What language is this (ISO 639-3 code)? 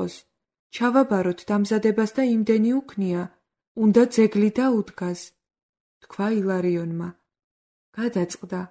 kat